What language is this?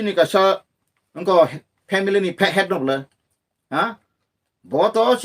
Kok Borok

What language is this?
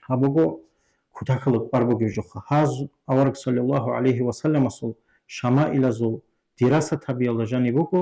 Avaric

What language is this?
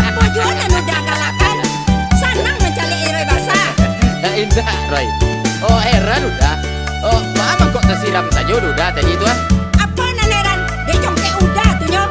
Minangkabau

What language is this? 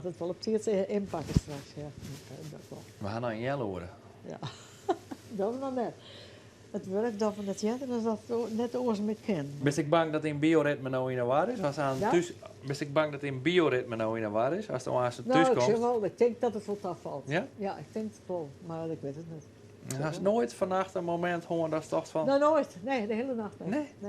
Western Frisian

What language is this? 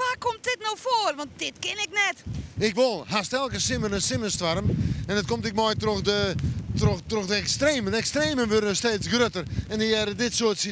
Western Frisian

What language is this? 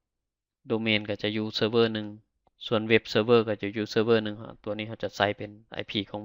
Lao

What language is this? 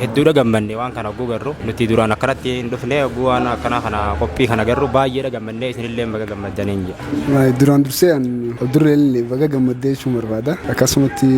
Oromo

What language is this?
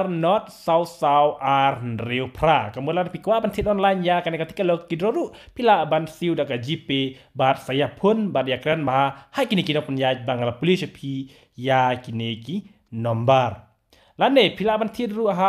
Khasi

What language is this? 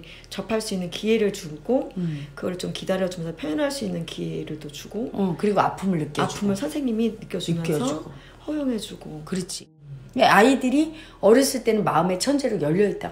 Korean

